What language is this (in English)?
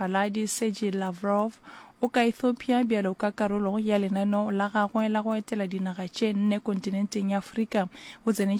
Northern Sotho